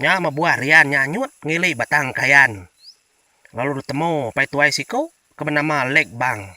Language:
Iban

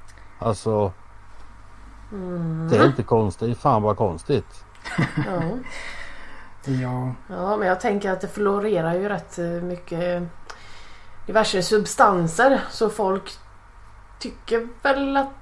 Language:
Swedish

